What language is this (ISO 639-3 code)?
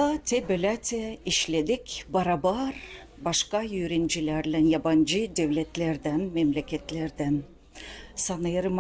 gag